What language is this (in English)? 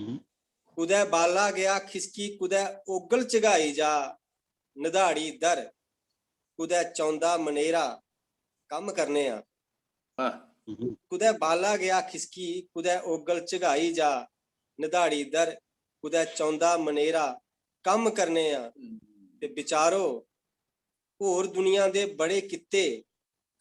Dogri